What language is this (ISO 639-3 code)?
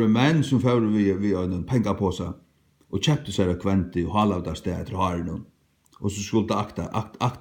fao